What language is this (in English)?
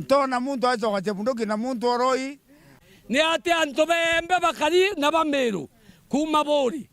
Meru